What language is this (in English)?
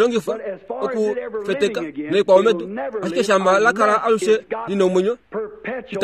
Kuanyama